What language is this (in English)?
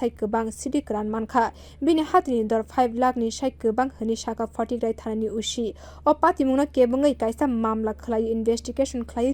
Kok Borok